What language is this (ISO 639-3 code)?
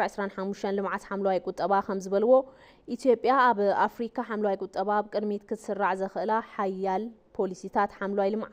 tir